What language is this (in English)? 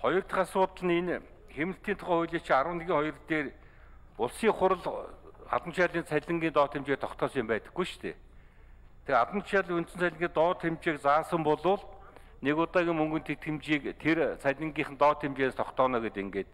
Mongolian